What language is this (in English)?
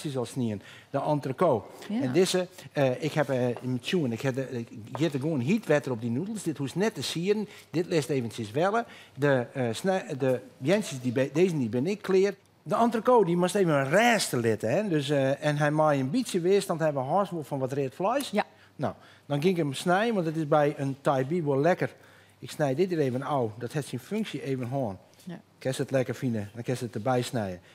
Western Frisian